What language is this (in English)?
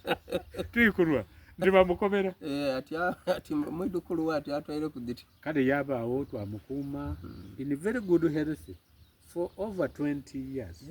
Soga